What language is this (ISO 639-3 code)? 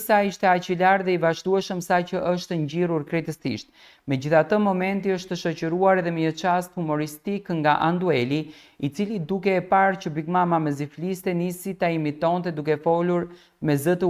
sqi